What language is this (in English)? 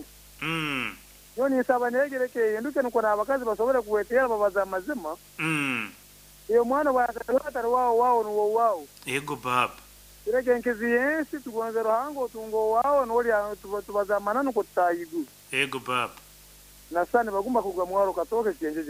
Nyankole